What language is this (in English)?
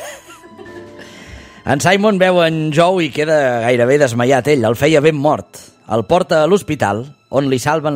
Catalan